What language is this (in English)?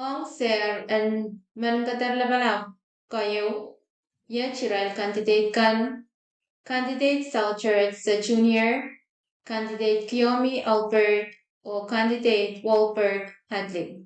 Pohnpeian